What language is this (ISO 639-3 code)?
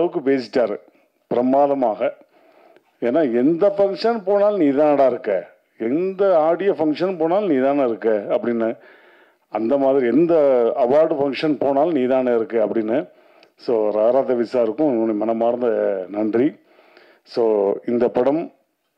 tam